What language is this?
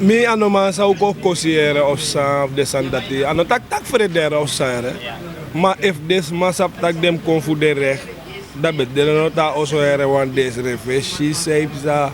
Sranan Tongo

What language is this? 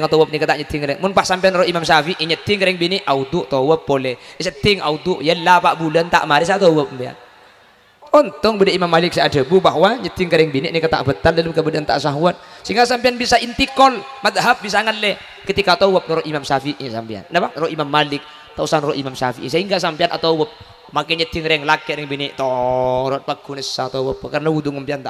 Madurese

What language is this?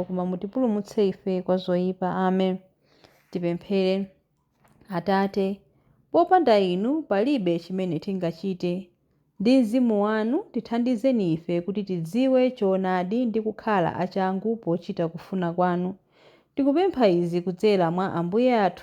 Nyanja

